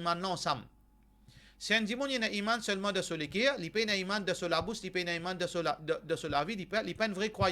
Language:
Morisyen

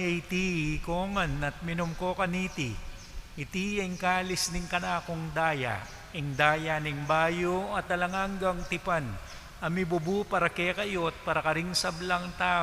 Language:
Pampanga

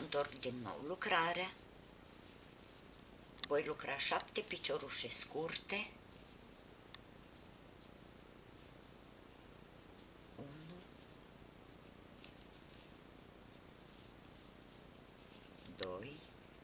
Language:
Romanian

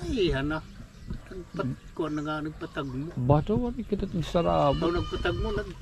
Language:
Waray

